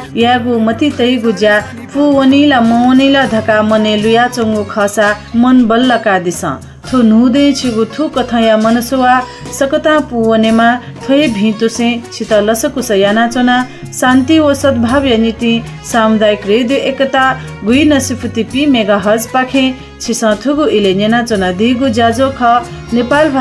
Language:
Newari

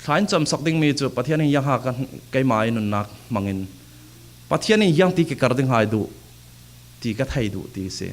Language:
Falam Chin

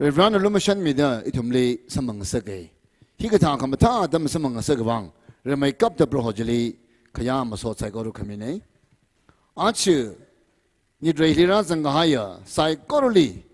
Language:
Tangkhul Naga (India)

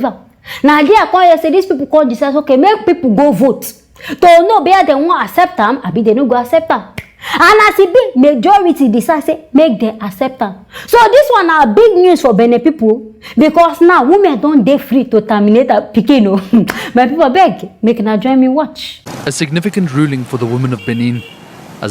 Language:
Nigerian Pidgin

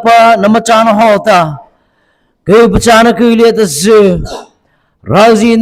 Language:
Mara Chin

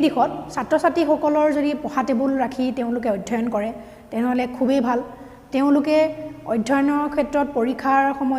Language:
Assamese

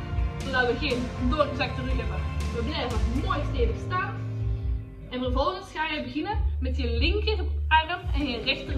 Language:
Dutch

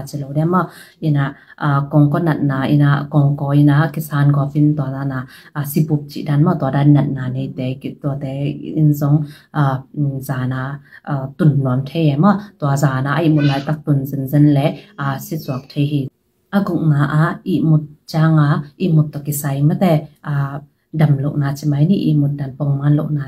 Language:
Tedim Chin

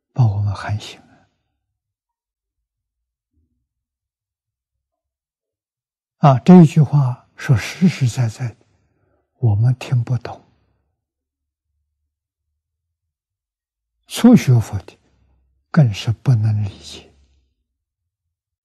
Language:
Chinese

